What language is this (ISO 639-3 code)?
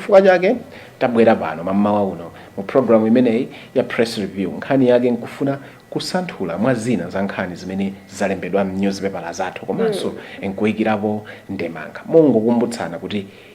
nya